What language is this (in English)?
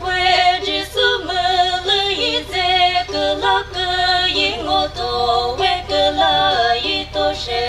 Chokri Naga